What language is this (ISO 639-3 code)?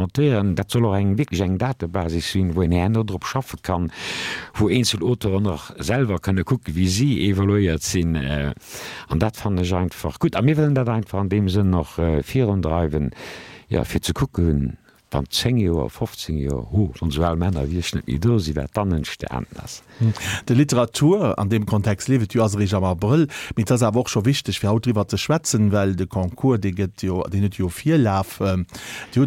ltz